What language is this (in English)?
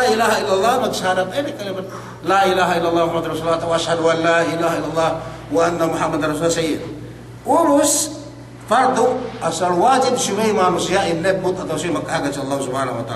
Yakan